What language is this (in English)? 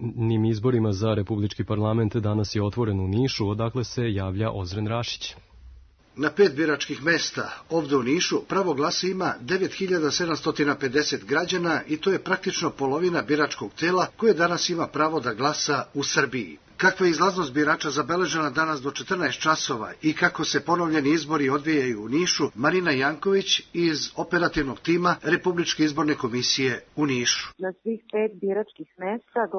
Serbian